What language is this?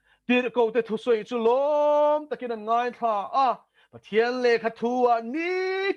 Mizo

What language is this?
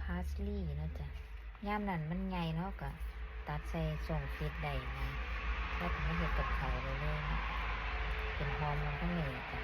Lao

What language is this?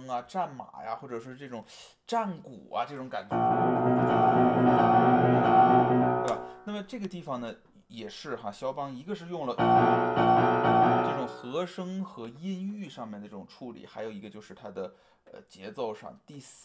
Chinese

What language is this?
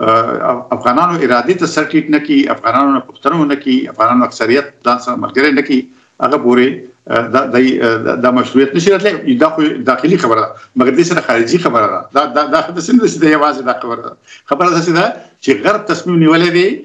Pashto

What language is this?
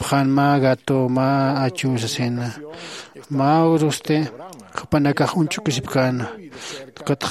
Aymara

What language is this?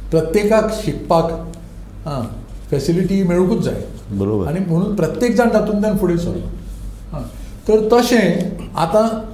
Konkani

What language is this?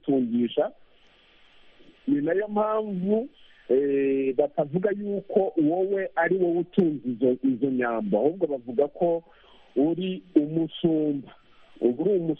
Kinyarwanda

